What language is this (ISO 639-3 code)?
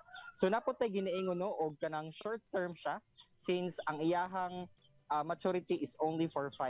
ceb